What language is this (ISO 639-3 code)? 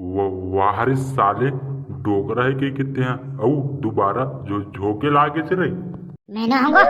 hne